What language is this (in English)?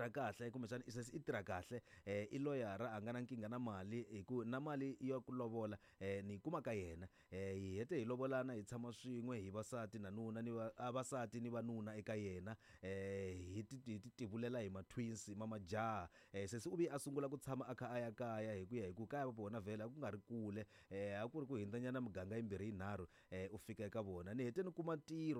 Tsonga